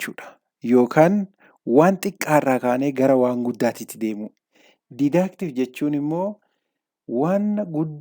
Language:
Oromo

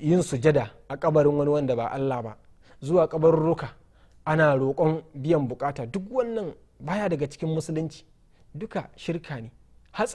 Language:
Hausa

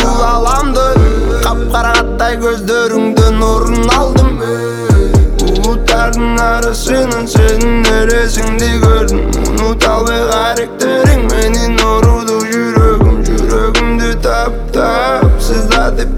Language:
Kazakh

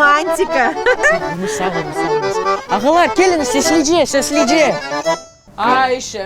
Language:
Crimean Tatar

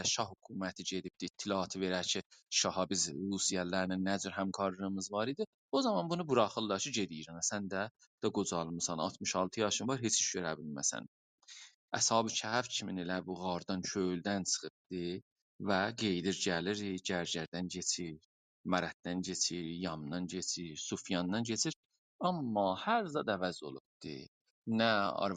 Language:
South Azerbaijani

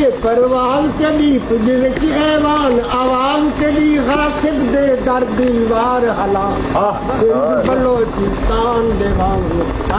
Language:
Saraiki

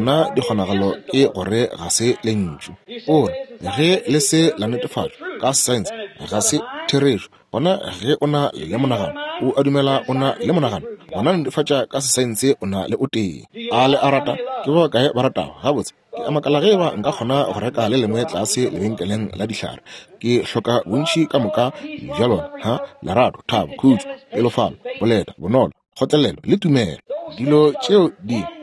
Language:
Northern Sotho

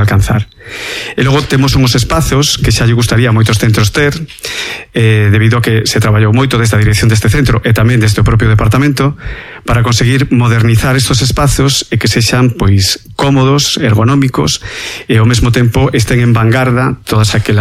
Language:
Galician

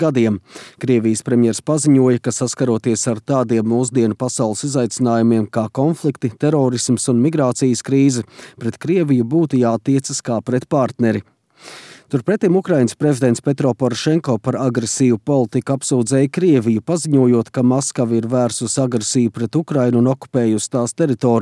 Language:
Latvian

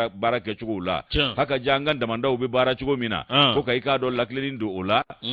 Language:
Bambara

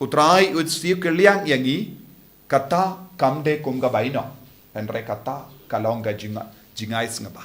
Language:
Khasi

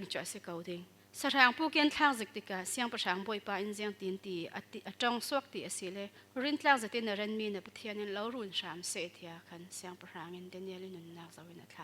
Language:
Falam Chin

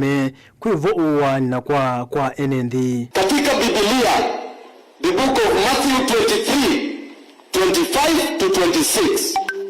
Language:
Kamba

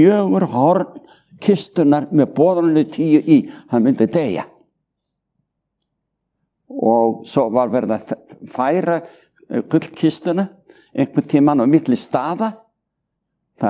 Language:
Icelandic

